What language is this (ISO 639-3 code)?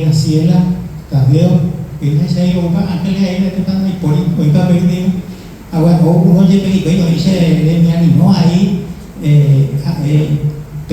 grn